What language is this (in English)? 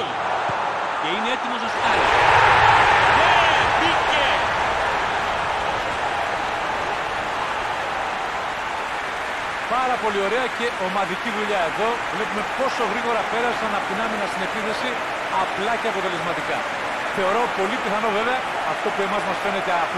Greek